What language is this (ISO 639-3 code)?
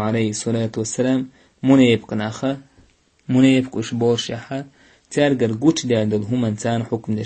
che